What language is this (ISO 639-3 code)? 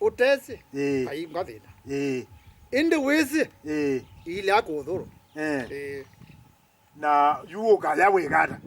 kam